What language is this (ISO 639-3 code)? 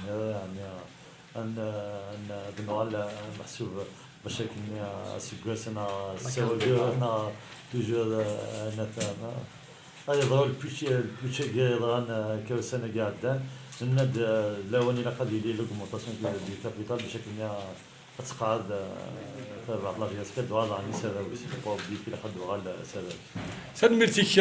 kab